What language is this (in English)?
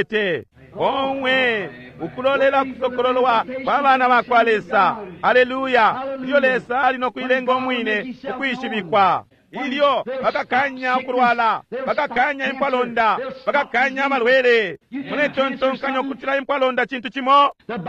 Bemba